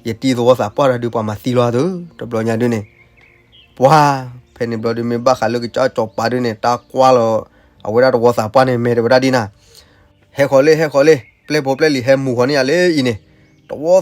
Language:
S'gaw Karen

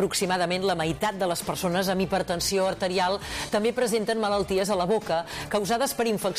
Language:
Catalan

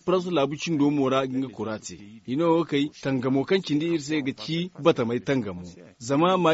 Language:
Zarma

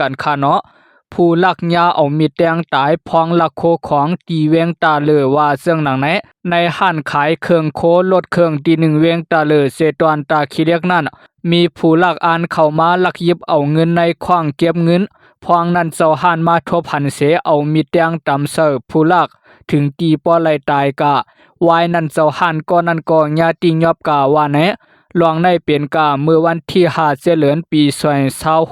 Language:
Lao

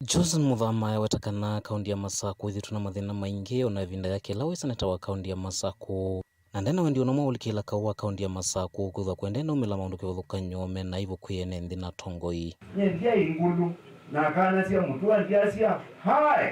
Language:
Kamba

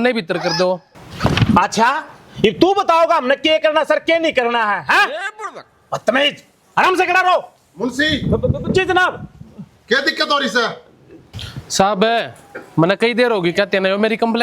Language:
Haryanvi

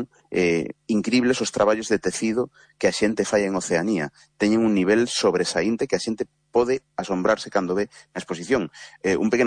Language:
Galician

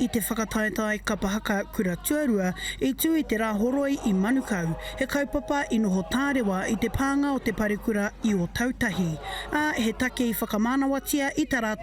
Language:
Māori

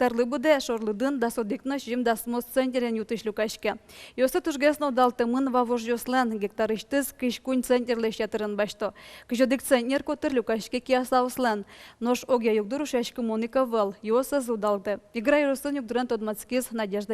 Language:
Udmurt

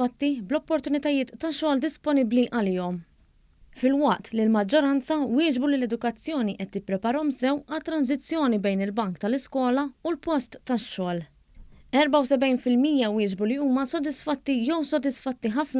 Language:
Maltese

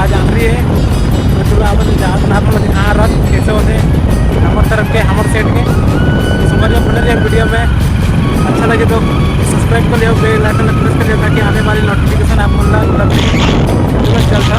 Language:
Chhattisgarhi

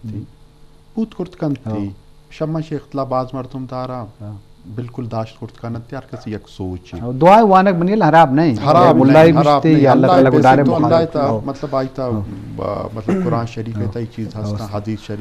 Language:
Eastern Balochi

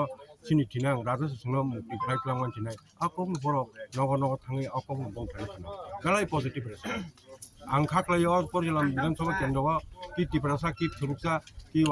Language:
Kok Borok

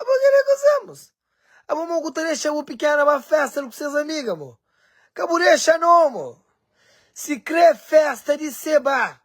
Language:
Kabuverdianu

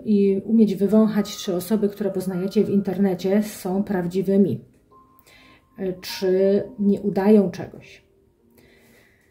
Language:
Polish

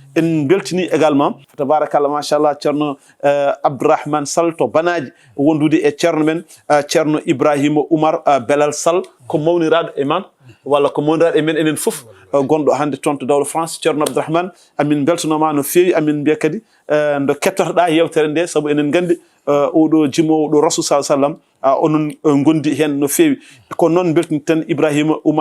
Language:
Fula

